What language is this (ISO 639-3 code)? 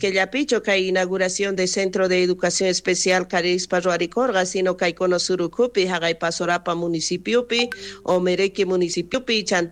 quh